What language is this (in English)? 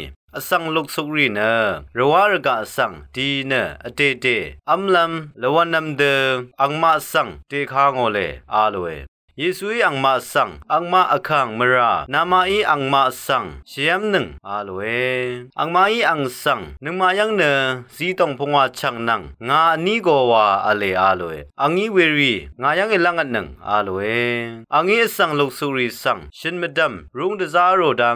Rawang